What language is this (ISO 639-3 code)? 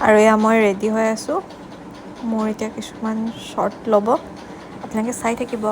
asm